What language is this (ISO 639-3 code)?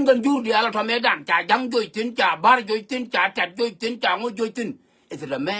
nus